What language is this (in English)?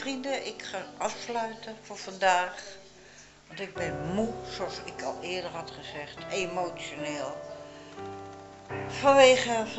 Dutch